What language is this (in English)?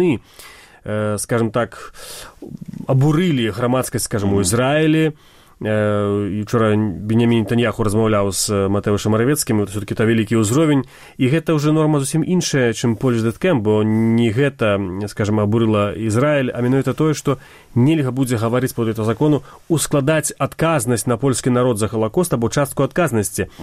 Belarusian